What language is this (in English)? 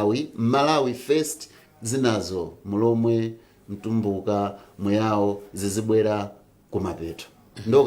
Nyanja